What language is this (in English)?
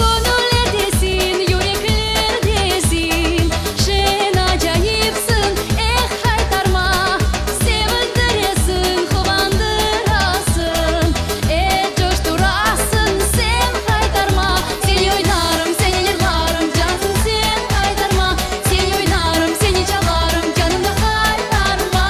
Crimean Tatar